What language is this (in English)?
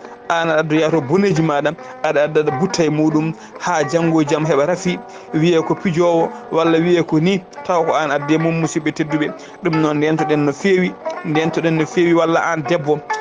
Fula